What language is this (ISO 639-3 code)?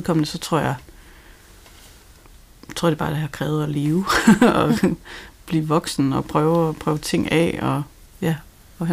dan